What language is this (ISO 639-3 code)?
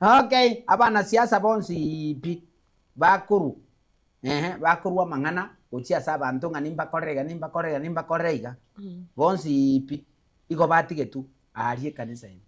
guz